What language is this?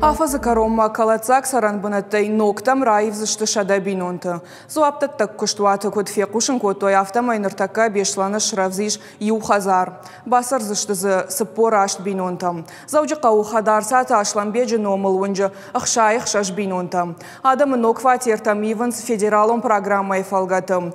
Ossetic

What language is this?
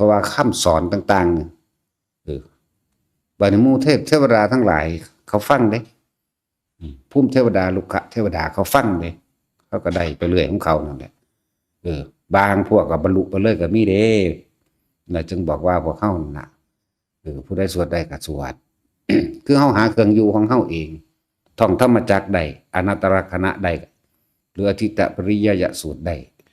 Northeastern Thai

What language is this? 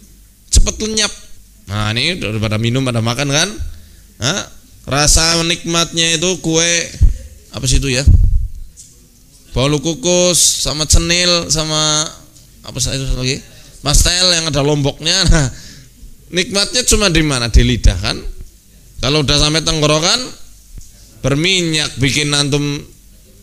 Indonesian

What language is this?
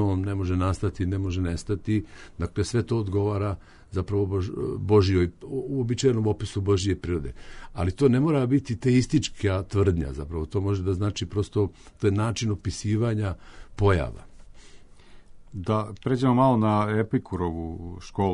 Serbian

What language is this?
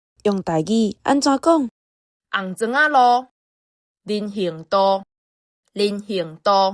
Min Nan Chinese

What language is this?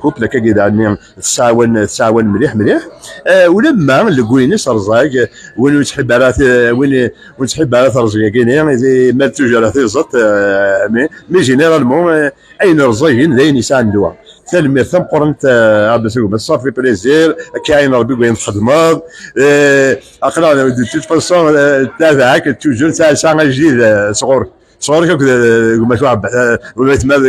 Kabyle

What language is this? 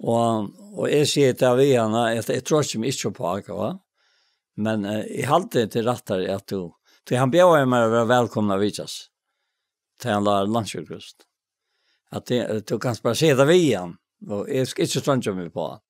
Faroese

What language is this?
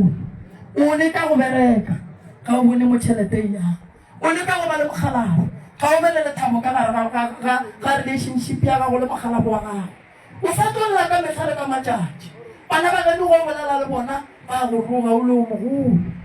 Northern Sotho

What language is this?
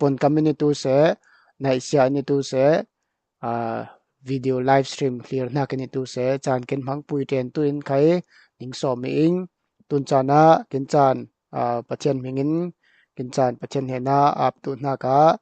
Falam Chin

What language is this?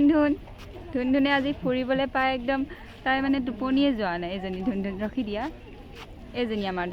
Assamese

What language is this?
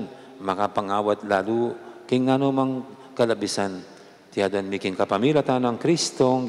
Pampanga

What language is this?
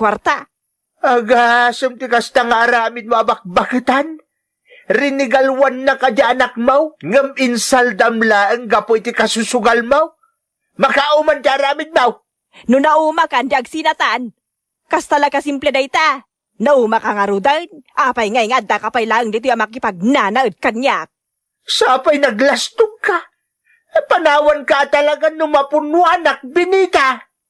Iloko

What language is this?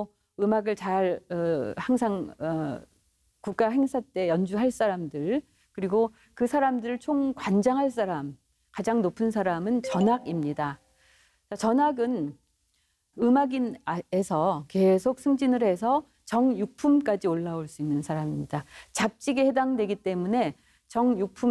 Korean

